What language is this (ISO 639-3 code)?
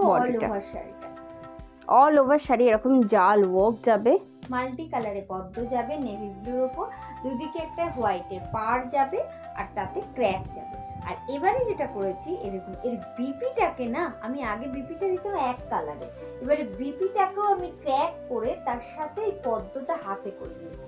ben